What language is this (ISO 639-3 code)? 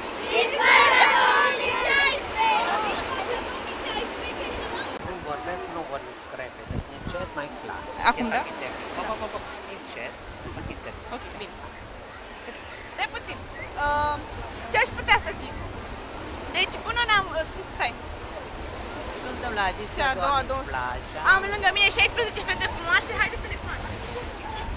ron